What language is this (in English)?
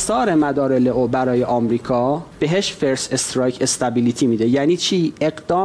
Persian